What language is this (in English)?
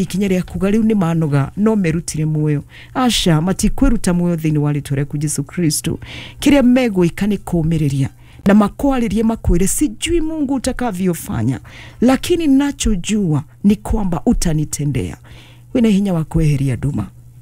Kikuyu